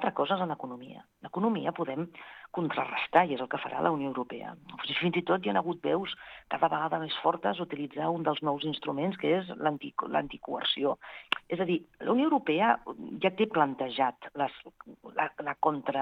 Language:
Catalan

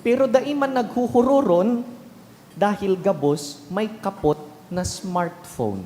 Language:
Bikol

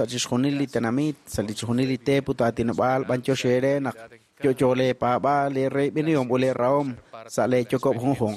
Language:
Kekchí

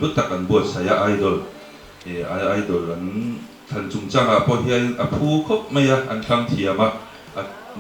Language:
Mizo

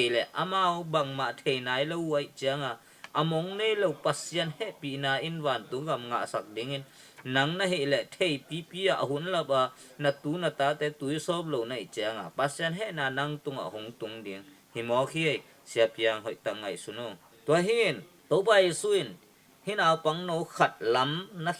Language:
Tedim Chin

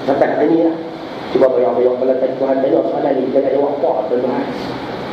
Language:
Malay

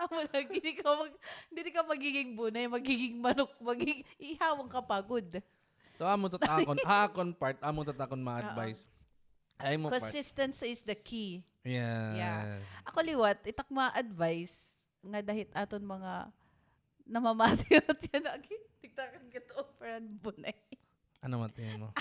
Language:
Waray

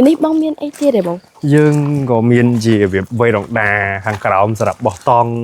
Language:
Khmer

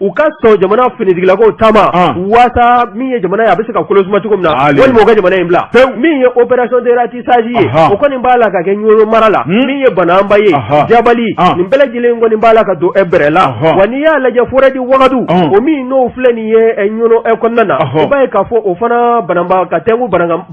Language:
Bambara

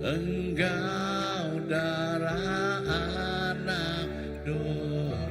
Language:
Iban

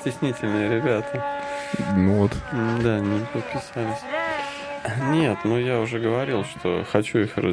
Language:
Russian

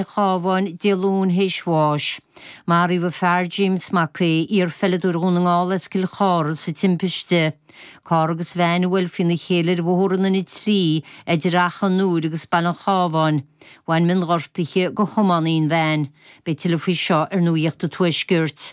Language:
Irish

